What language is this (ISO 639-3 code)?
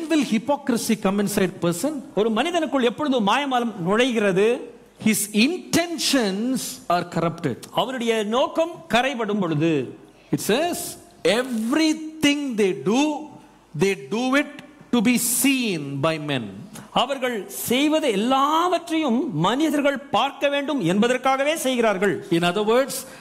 tam